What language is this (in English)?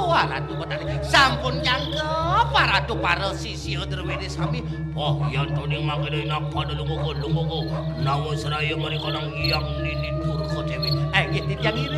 Balinese